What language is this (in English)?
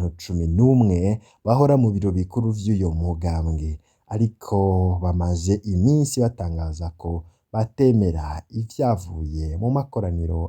Rundi